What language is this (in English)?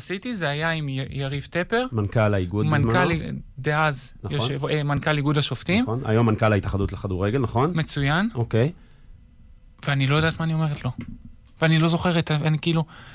Hebrew